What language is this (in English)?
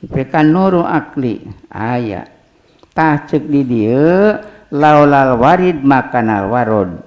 Sundanese